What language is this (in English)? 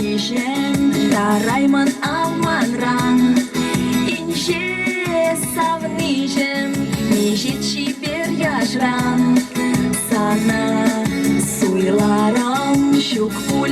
Chuvash